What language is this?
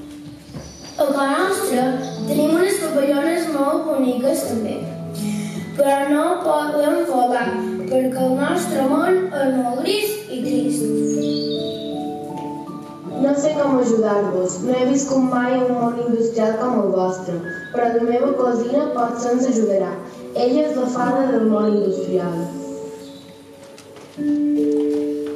Catalan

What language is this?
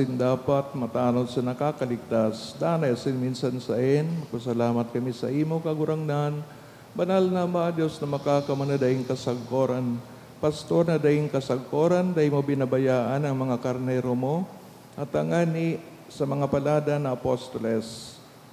Bikol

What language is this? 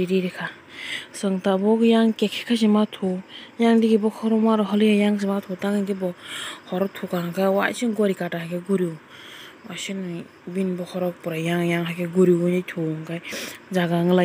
Kok Borok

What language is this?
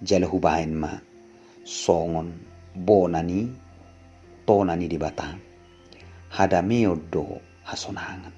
Batak Toba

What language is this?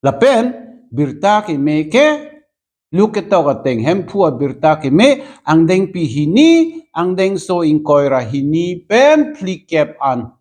Karbi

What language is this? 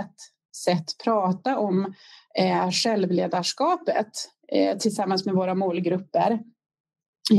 Swedish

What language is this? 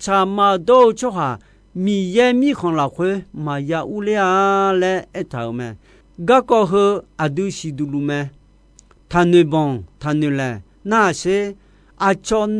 Akha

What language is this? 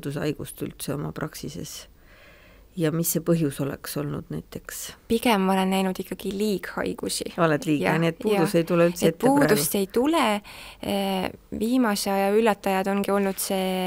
Estonian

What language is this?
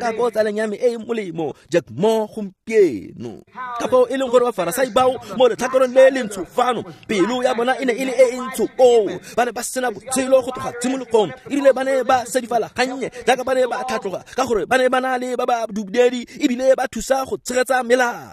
Tswana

